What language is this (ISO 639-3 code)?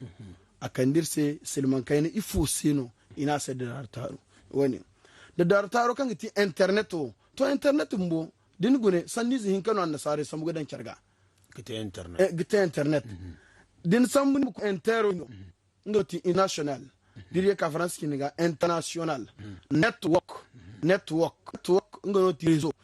dje